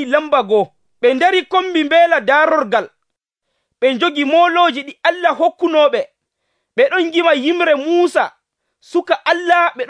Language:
Nigerian Fulfulde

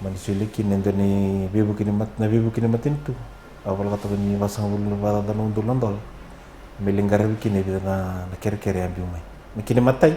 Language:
Fijian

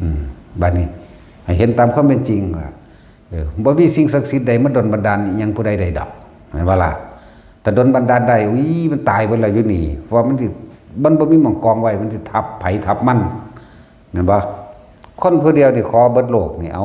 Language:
Northeastern Thai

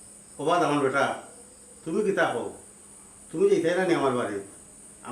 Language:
Sylheti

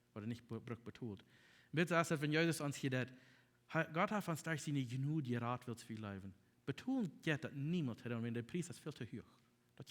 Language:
Plautdietsch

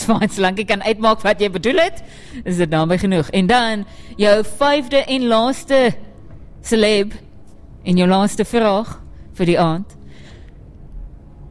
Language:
Afrikaans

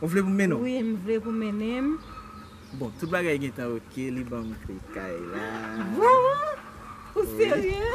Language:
Haitian Creole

